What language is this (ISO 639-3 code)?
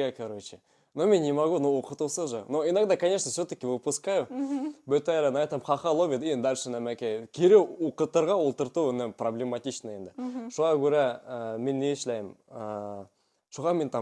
bak